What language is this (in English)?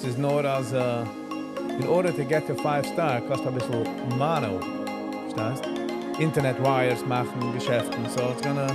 Yiddish